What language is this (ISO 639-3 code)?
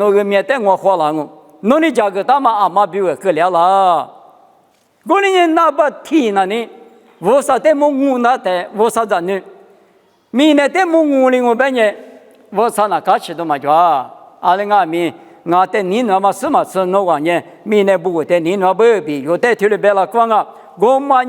lis